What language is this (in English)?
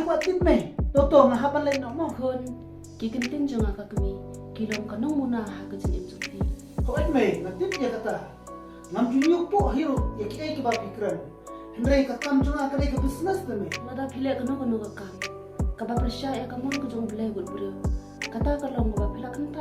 Khasi